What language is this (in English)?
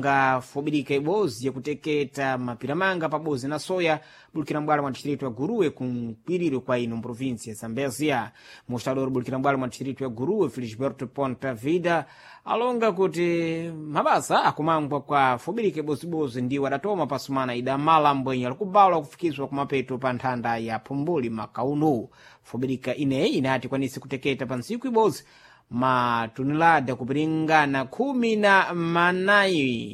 Sena